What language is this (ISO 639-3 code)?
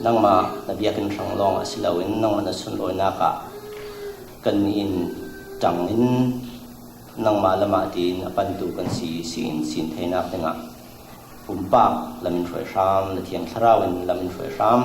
cfm